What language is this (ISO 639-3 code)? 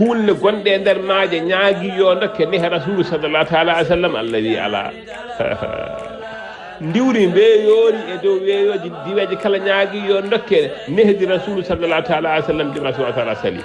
ful